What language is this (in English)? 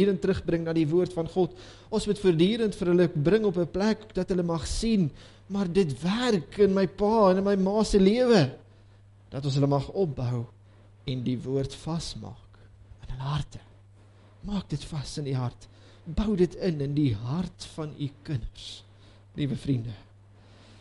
Afrikaans